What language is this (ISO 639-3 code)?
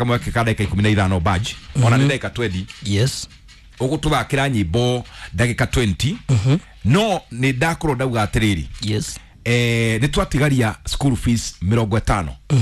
kik